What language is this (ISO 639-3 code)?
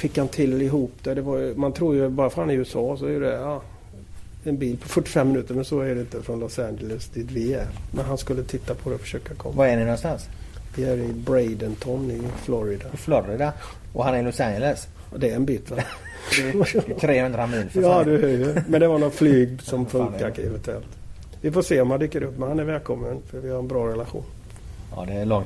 swe